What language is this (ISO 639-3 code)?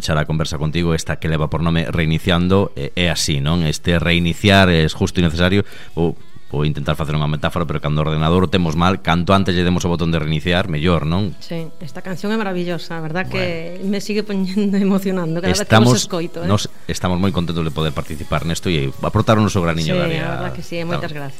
glg